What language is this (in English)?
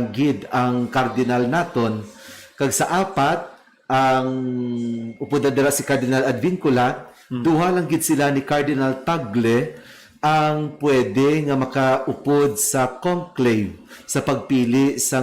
Hiligaynon